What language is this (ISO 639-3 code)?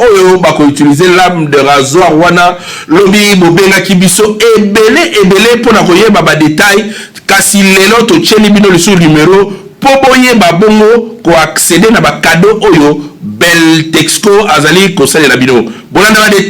lin